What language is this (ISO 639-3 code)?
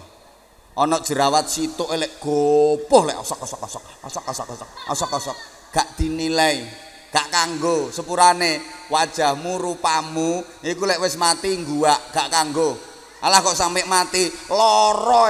jav